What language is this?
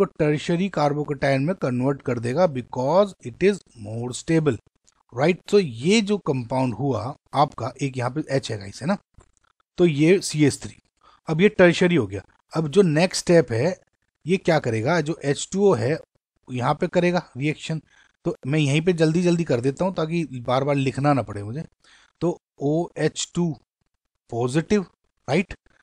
Hindi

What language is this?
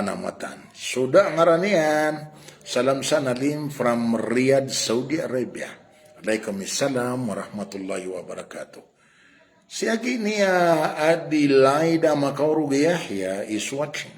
Maranao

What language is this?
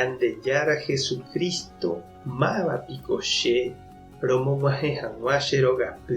Guarani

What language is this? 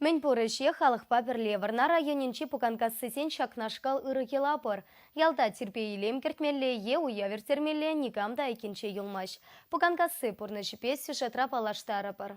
Chuvash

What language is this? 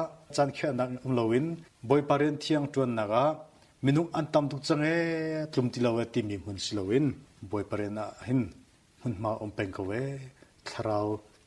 Hakha Chin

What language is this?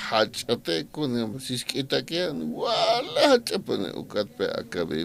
Aymara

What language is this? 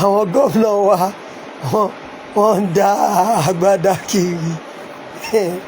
Yoruba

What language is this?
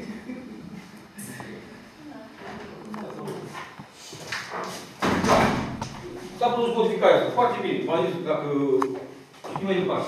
Romanian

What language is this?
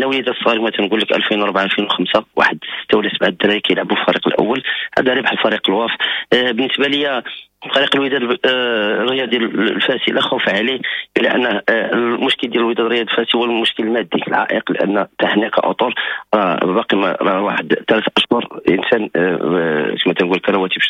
Moroccan Arabic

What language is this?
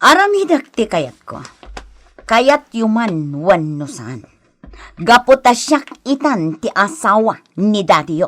Iloko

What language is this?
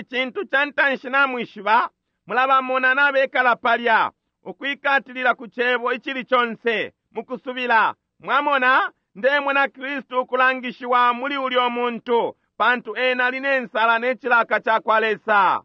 Bemba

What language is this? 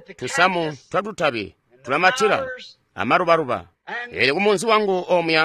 Tonga (Zambia)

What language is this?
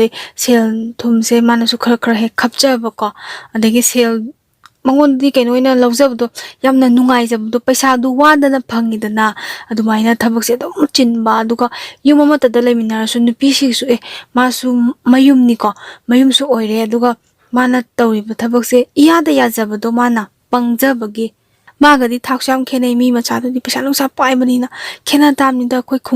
Manipuri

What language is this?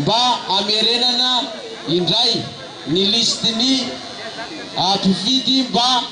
Malagasy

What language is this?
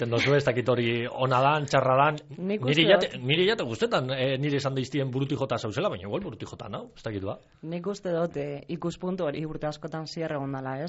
Basque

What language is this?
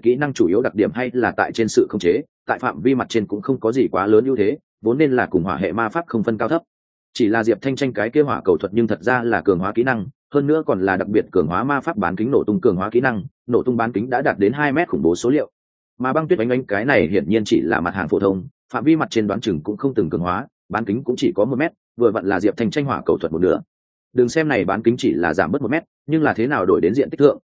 Vietnamese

